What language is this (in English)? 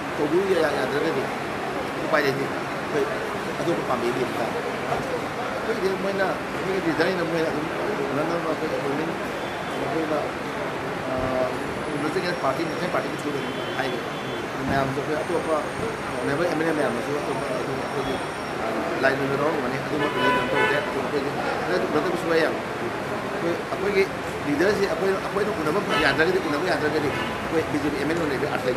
Manipuri